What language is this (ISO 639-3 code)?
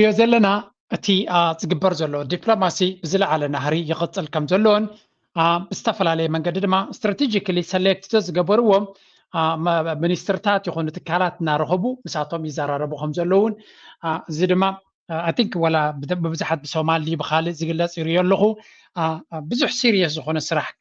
tir